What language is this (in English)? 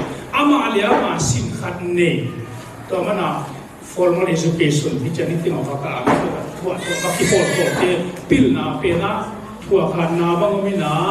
Tedim Chin